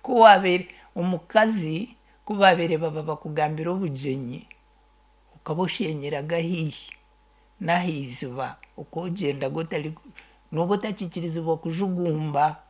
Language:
Nyankole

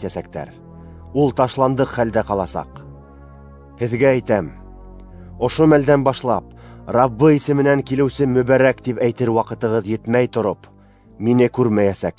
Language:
Bashkir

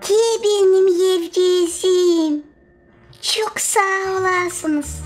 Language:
Gagauz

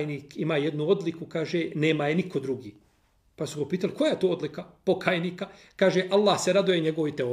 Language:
Bosnian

